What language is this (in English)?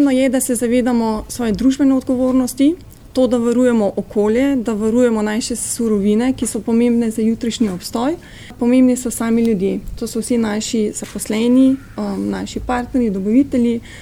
Slovenian